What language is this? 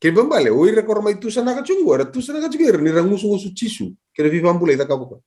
Fijian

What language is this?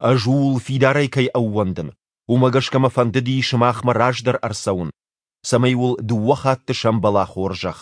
Ossetic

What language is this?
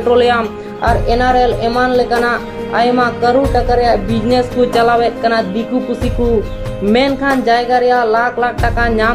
Santali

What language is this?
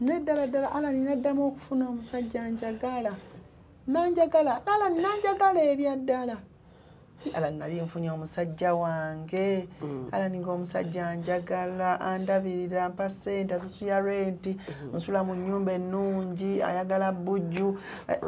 Ganda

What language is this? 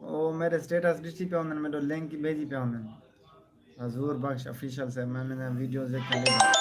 Saraiki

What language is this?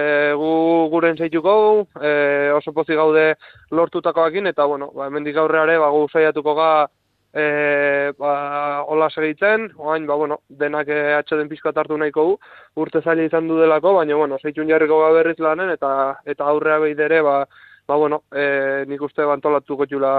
Basque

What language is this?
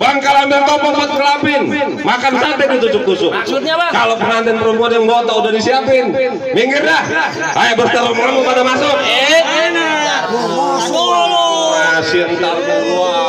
Betawi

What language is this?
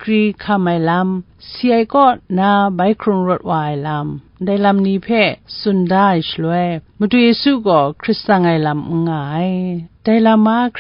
Kachin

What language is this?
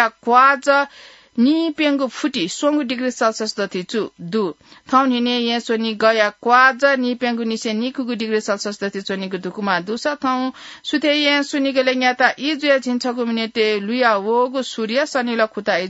Newari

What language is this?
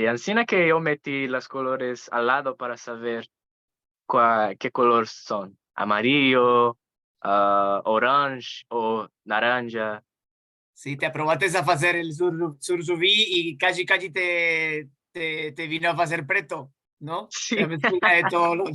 Ladino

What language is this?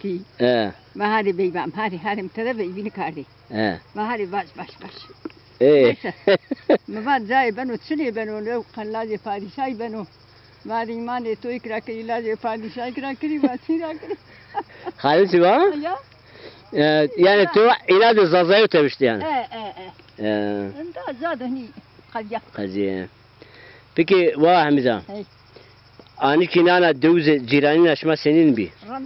Zaza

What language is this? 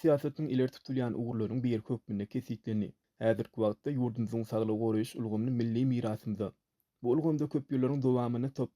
Turkmen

